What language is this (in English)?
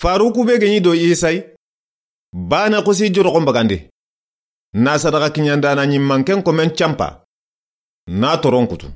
Soninke